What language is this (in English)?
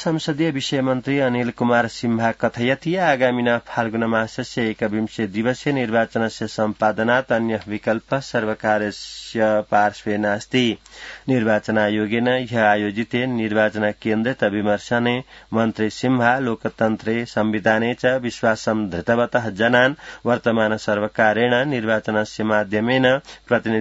Sanskrit